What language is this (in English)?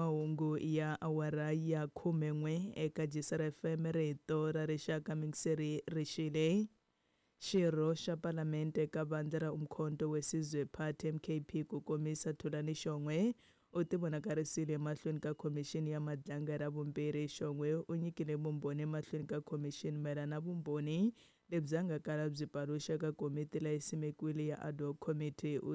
Tsonga